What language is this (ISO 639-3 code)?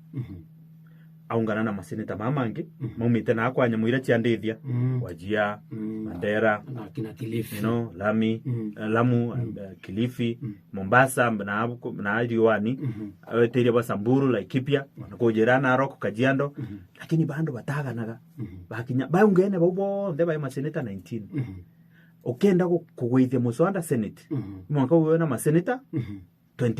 mer